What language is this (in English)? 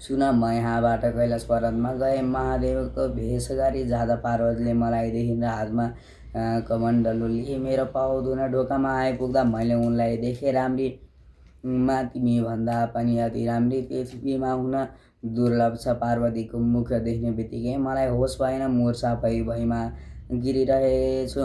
Nepali